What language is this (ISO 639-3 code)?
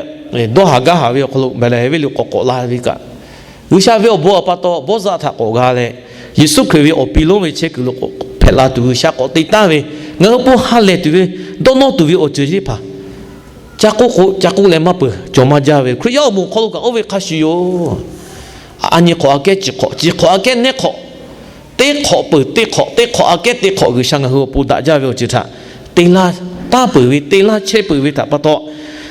lhu